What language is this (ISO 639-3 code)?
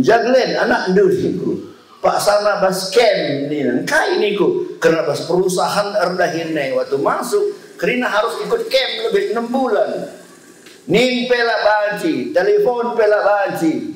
btx